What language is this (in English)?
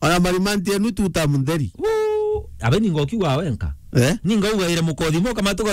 Meru